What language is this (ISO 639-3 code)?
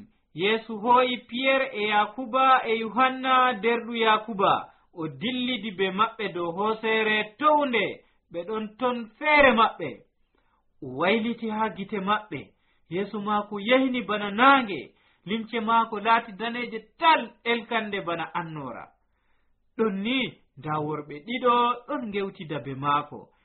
fuv